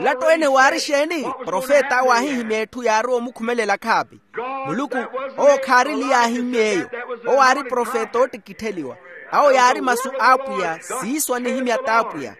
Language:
Makhuwa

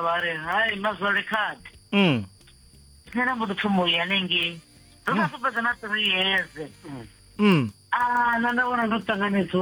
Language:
Venda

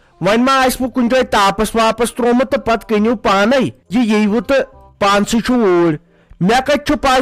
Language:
Kashmiri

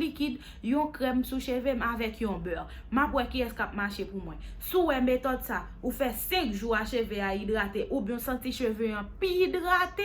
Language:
Haitian Creole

